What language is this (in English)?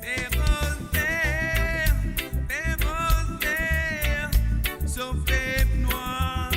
Morisyen